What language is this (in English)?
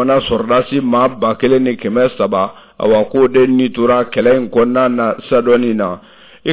Bambara